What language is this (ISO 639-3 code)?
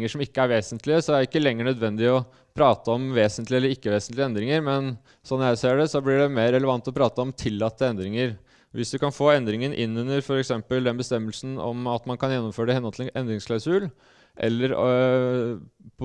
nor